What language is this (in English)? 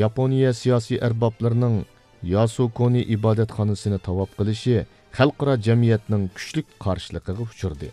Uyghur